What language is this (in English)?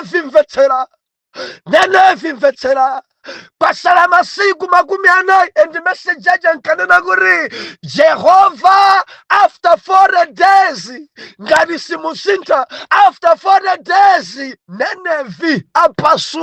Nyanja